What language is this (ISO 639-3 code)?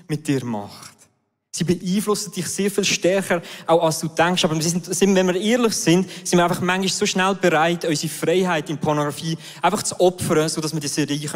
gsw